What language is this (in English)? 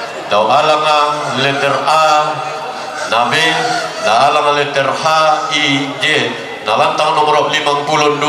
Toraja-Sa'dan